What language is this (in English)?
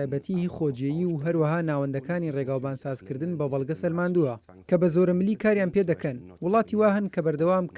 Central Kurdish